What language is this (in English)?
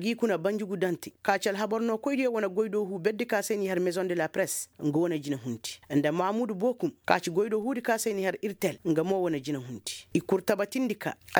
Koyraboro Senni